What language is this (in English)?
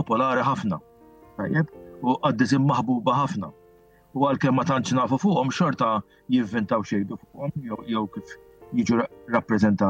Maltese